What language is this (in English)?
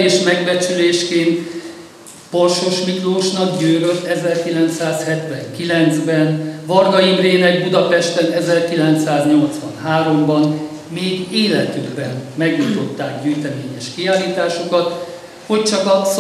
Hungarian